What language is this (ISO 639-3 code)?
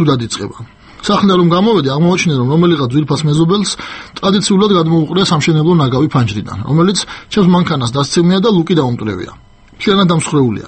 kat